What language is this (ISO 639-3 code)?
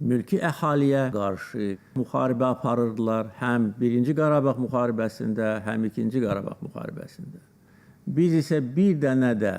aze